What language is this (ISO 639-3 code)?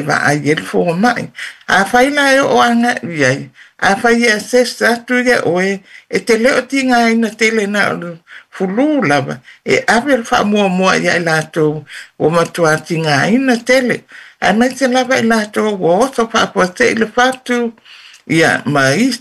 smo